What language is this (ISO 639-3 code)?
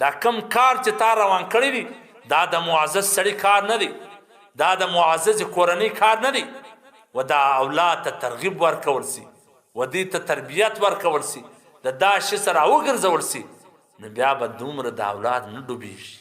pus